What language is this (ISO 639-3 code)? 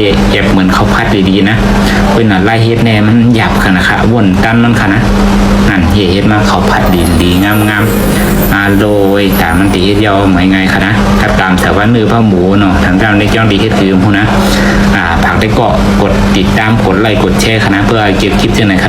shn